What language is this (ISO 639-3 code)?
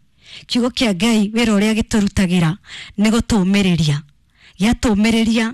kik